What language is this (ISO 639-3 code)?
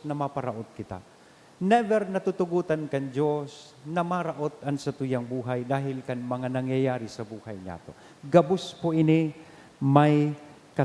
bik